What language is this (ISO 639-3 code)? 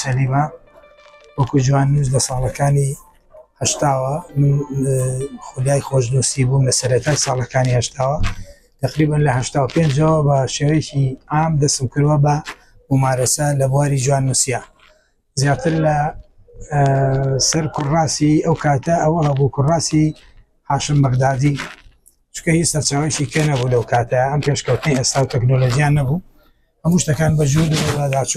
ckb